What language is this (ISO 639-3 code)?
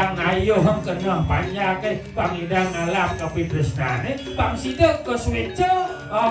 ban